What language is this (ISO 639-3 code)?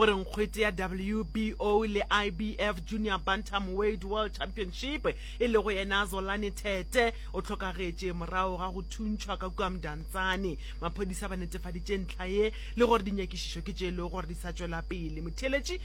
nso